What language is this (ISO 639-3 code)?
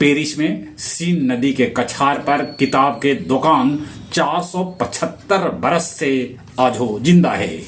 mag